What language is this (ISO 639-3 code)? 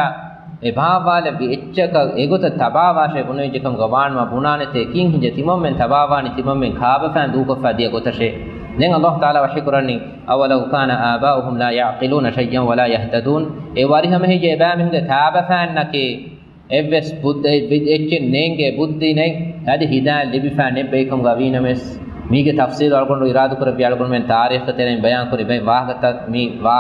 div